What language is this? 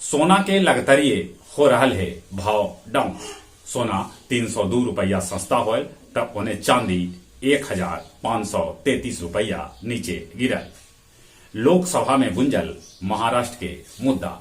Magahi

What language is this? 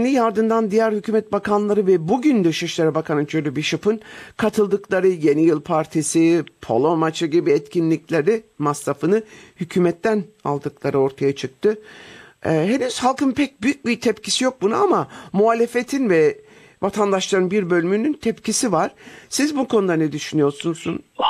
Turkish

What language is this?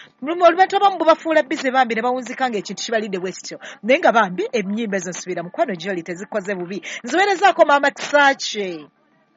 Ganda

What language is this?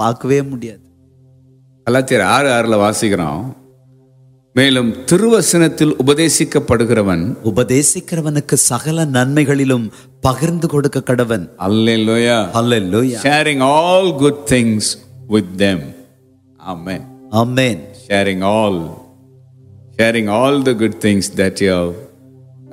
Tamil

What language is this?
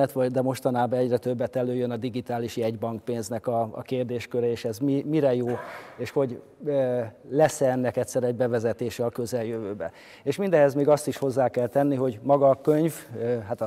Hungarian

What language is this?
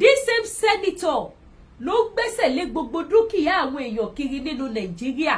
Yoruba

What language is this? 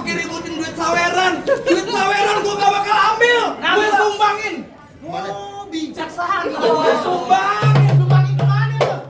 Betawi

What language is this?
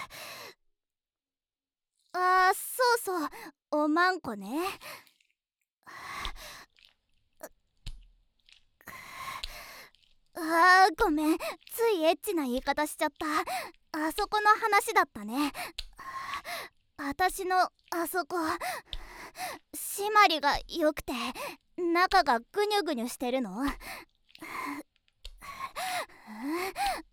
Japanese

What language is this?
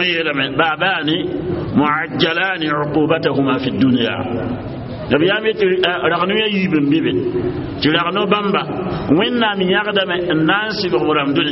Mossi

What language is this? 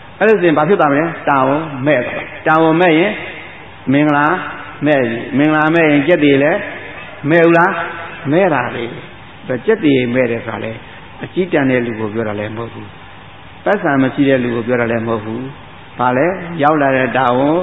Burmese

